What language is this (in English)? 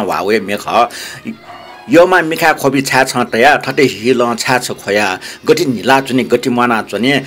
Newari